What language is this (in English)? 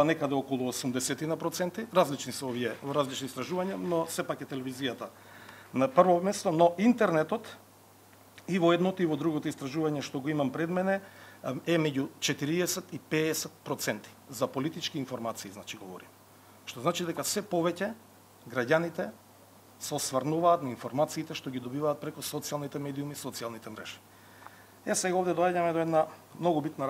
Macedonian